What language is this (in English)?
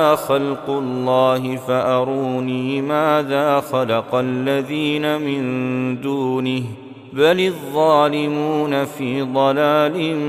Arabic